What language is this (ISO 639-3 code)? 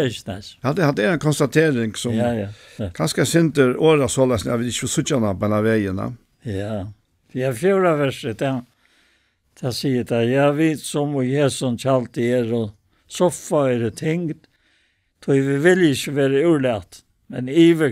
fao